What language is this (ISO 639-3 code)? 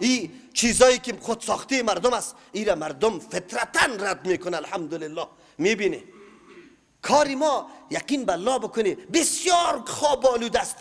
fas